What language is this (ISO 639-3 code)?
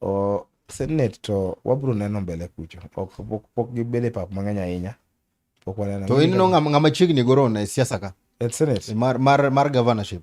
luo